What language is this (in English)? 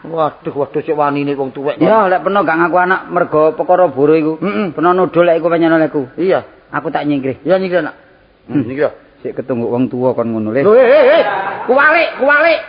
Javanese